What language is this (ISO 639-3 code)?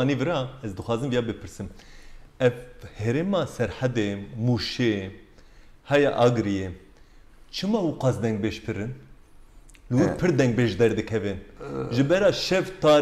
kur